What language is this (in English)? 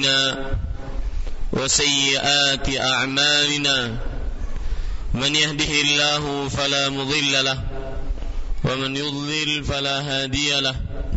Indonesian